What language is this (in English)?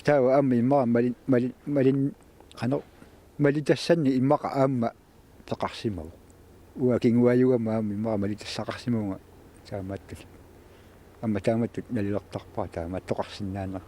Kalaallisut